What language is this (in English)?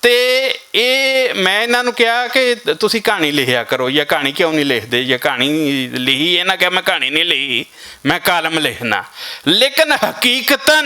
Western Panjabi